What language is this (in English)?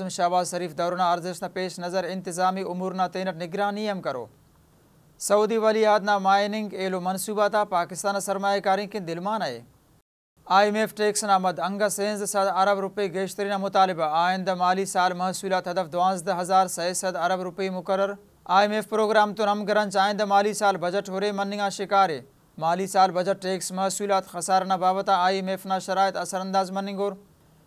Brahui